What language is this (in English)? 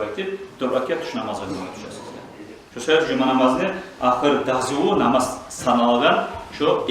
Kumyk